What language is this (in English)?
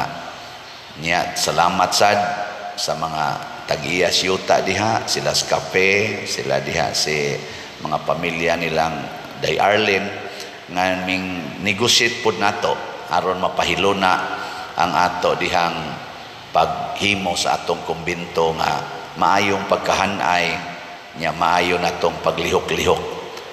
Cebuano